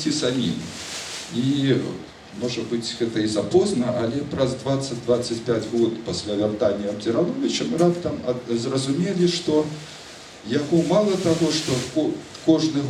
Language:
Belarusian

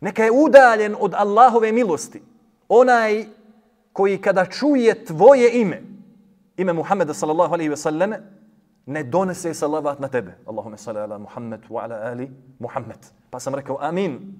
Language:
Bosnian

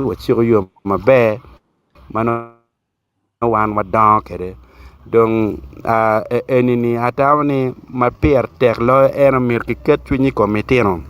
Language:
Acoli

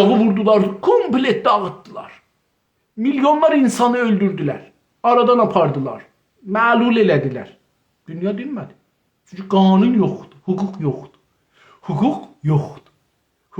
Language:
South Azerbaijani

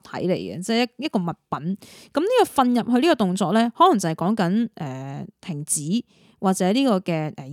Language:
Cantonese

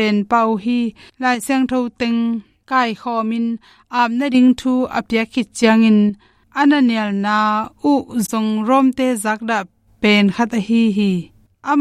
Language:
Tedim Chin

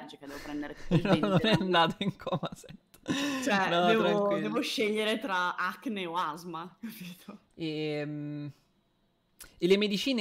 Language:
Italian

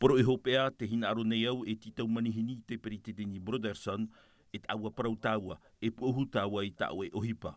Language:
Tahitian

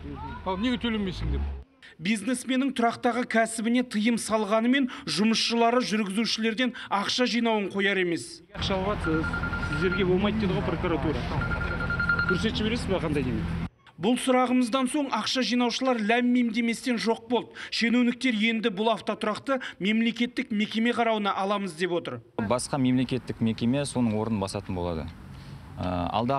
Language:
Kazakh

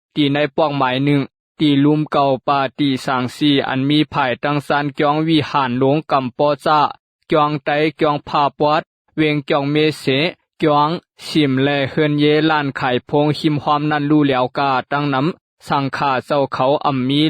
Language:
Shan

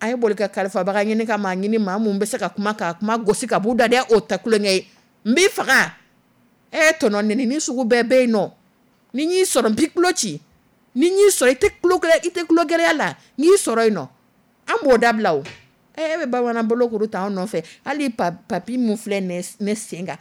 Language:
Dyula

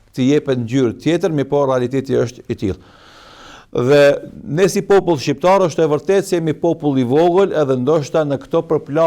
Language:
Albanian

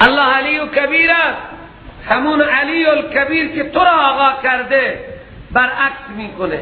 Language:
Persian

